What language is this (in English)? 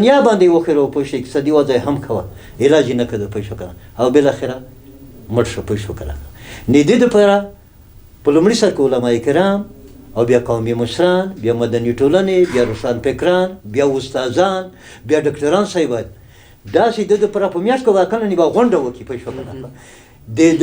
Pashto